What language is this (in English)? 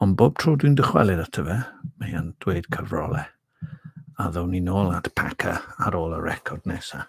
Welsh